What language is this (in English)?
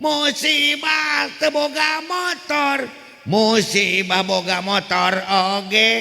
Sundanese